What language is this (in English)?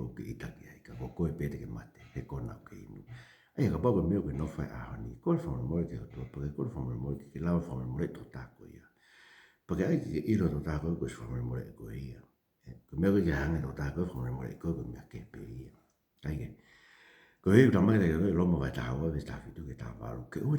Tongan